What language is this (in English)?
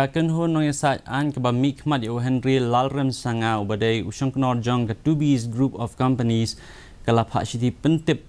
Khasi